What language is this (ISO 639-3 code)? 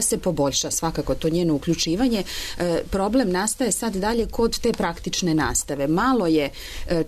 srp